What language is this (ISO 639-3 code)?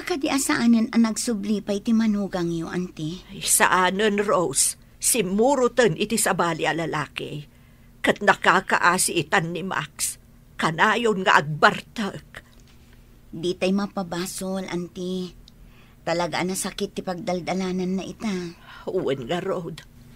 ilo